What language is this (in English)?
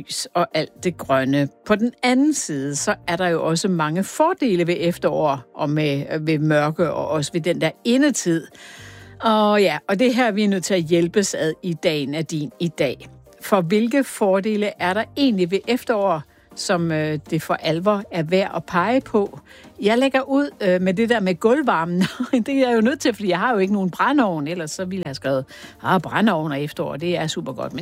Danish